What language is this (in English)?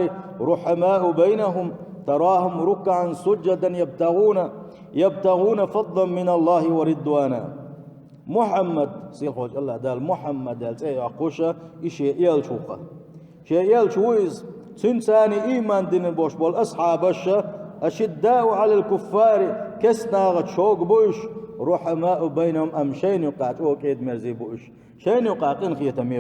Chechen